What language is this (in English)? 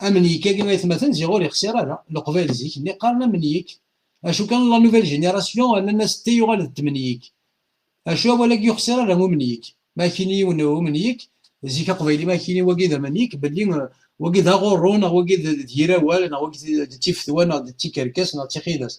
Kabyle